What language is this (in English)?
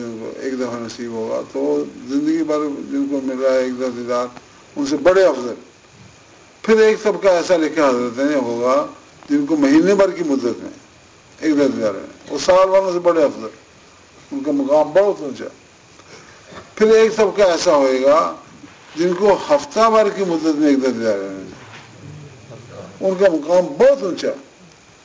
Urdu